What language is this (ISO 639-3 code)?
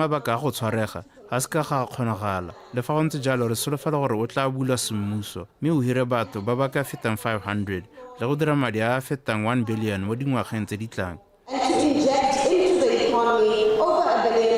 tsn